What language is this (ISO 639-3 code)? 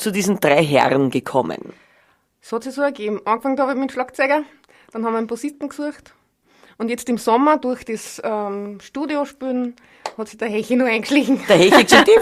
bar